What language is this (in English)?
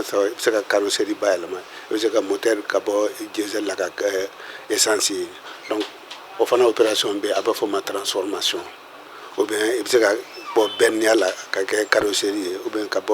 Bambara